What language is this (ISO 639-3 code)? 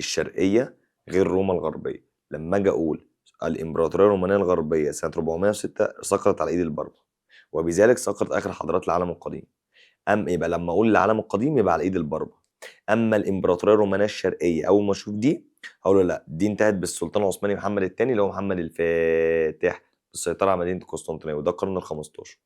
arz